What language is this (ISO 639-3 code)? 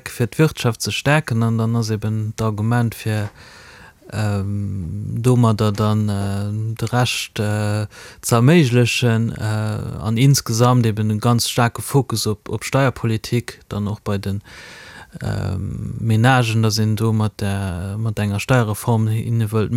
ltz